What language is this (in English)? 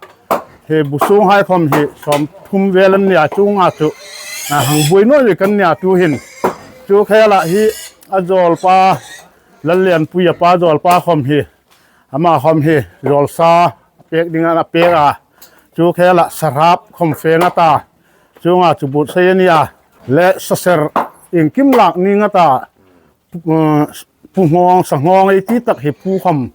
Hmar